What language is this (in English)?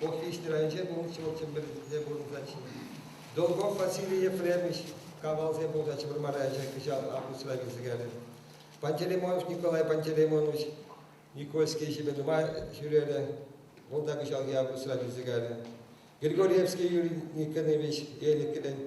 Chuvash